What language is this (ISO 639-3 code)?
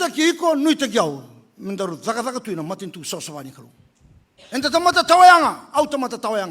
fij